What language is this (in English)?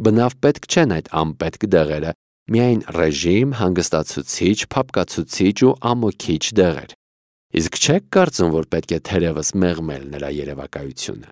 Armenian